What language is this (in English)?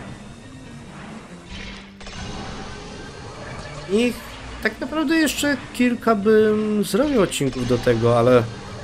Polish